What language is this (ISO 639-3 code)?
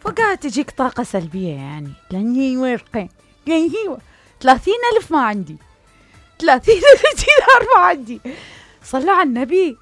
acm